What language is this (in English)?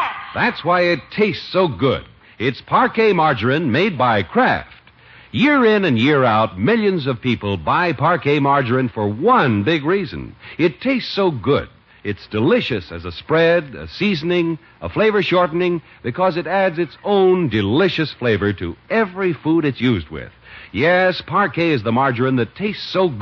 English